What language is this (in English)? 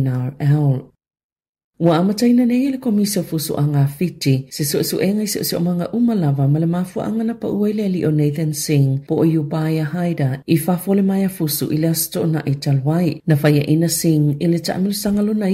Samoan